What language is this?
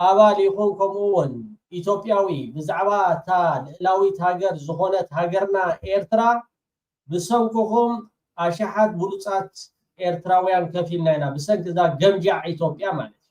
Tigrinya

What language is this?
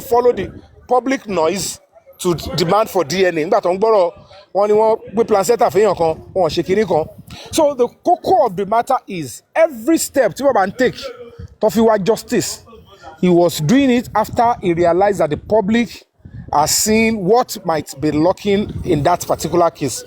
Yoruba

